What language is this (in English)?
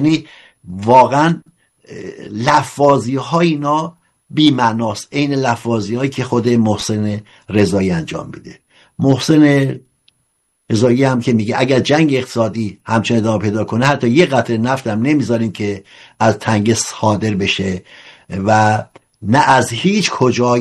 Persian